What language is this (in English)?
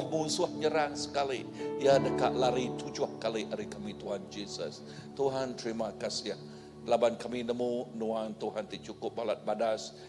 Iban